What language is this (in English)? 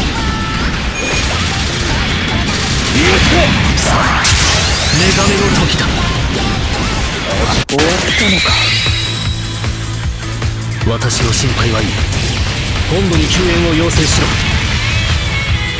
Japanese